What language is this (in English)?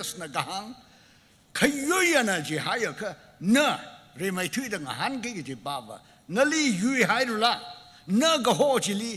Tangkhul Naga (India)